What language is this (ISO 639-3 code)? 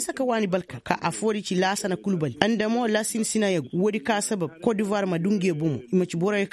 ses